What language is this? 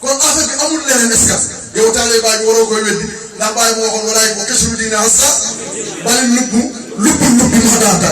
Wolof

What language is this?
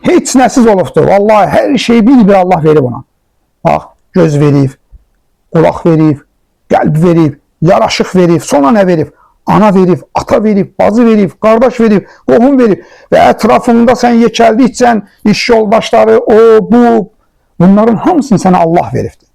Azerbaijani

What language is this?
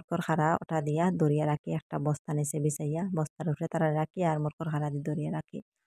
Bangla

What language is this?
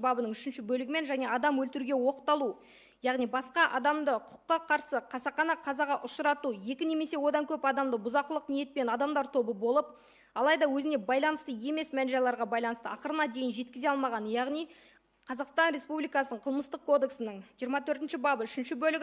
Kazakh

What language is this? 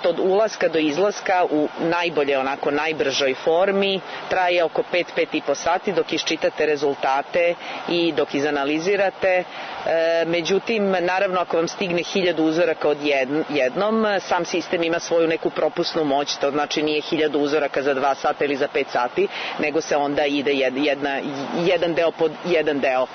Serbian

